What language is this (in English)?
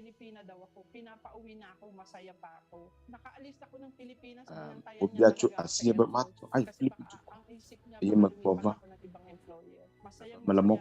Ewe